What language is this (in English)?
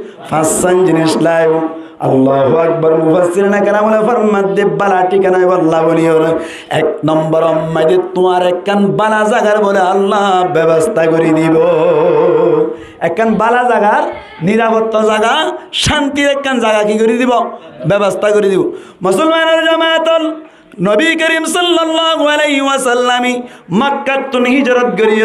Rohingya